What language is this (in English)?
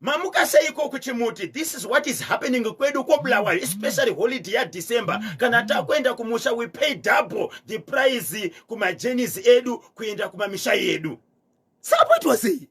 Shona